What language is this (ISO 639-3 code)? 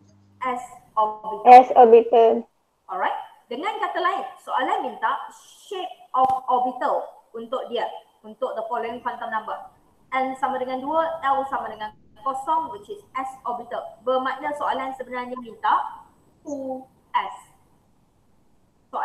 msa